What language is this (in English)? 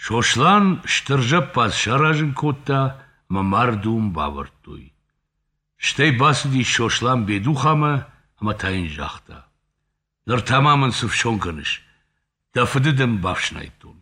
Ossetic